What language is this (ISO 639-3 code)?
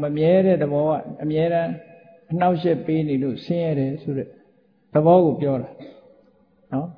mya